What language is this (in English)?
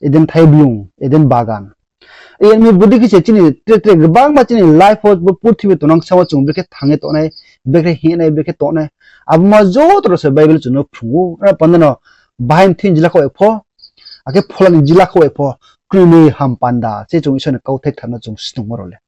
Riang (India)